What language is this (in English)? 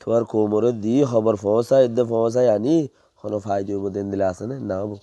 Rohingya